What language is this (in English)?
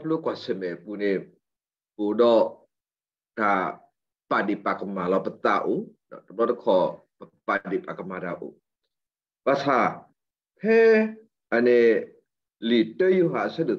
S'gaw Karen